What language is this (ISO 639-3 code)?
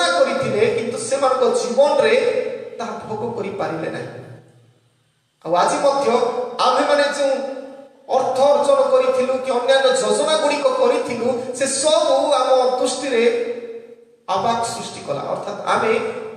ori